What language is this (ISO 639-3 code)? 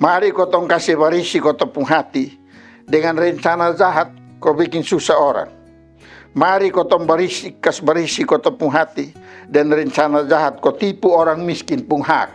mkn